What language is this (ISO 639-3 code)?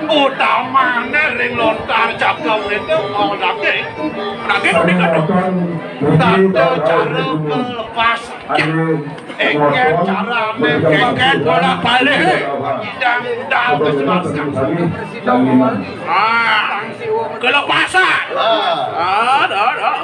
ban